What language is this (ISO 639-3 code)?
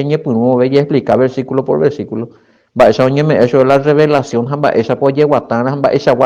grn